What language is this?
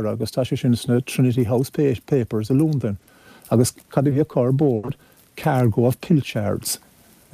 Irish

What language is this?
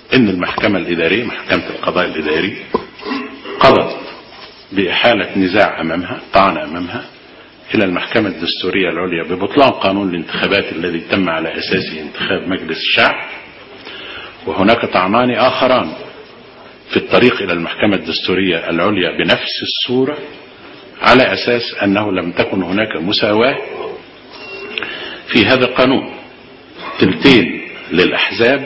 Arabic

